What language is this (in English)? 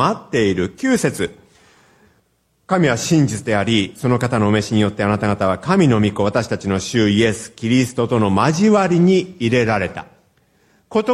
Japanese